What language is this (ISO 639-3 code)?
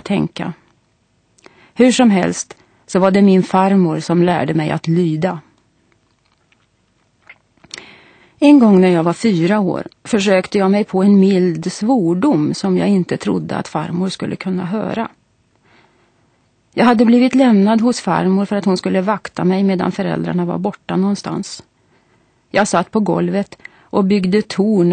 swe